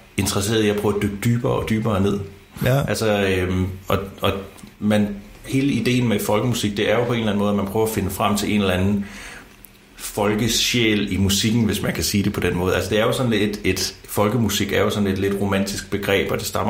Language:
Danish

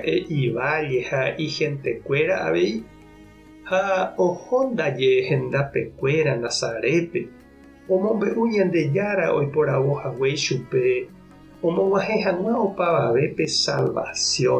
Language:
Guarani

